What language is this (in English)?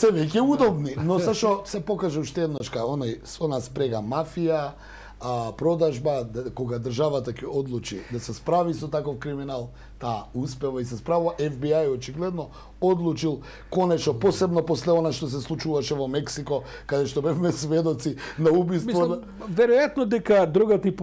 Macedonian